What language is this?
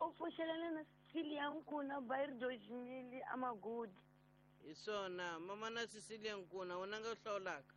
Tsonga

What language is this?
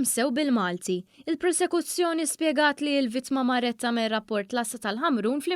Maltese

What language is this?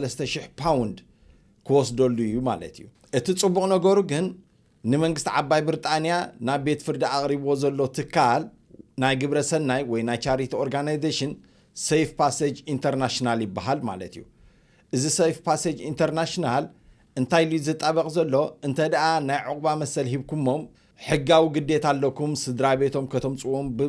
Tigrinya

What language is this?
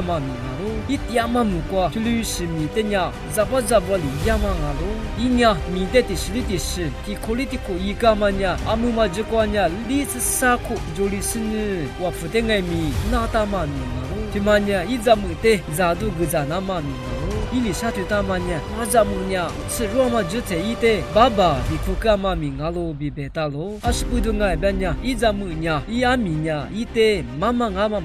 Lisu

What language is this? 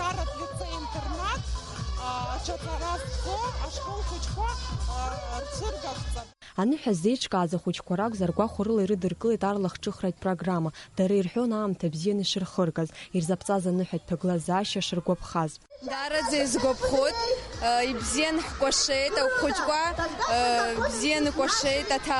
Abkhazian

